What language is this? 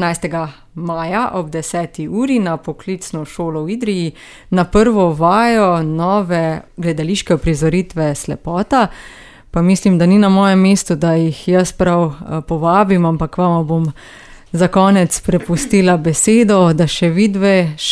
Slovenian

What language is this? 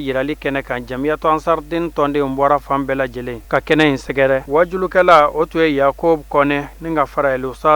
Bambara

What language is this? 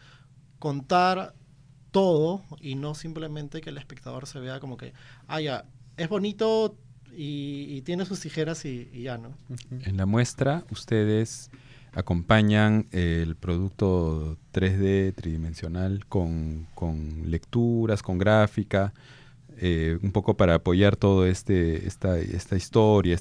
Spanish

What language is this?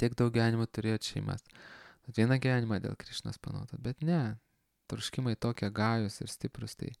Lithuanian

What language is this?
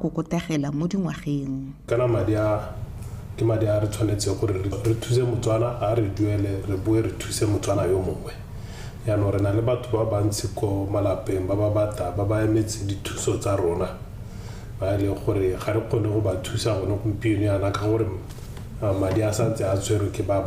Tswana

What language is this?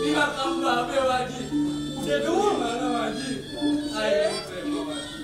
Betawi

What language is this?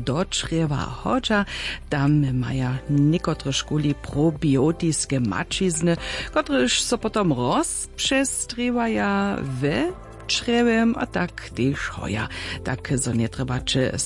Upper Sorbian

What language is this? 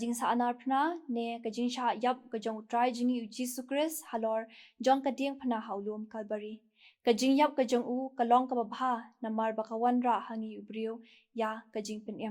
Khasi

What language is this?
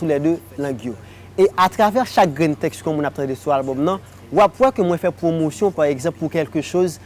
Haitian Creole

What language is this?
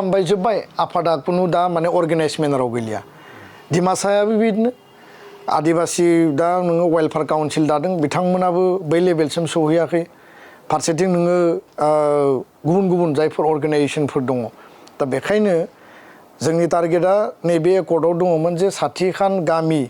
Bodo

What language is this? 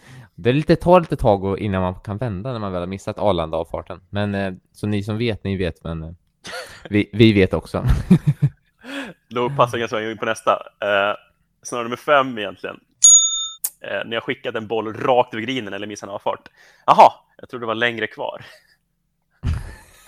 Swedish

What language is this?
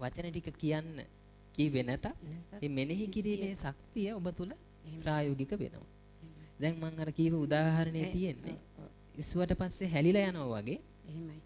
Sinhala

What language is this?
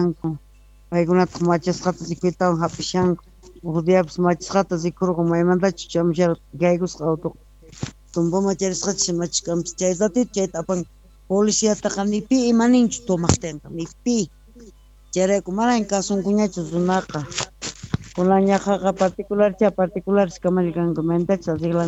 Quechua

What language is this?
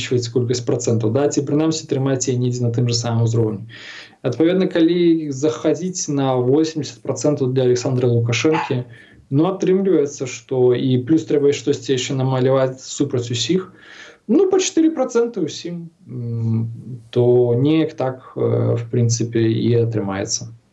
Belarusian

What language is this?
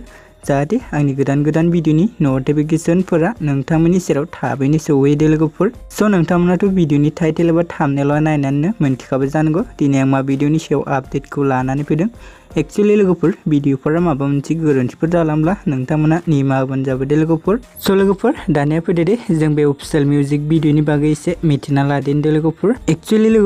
Bodo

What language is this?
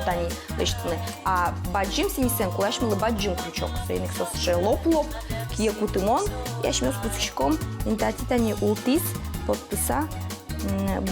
Udmurt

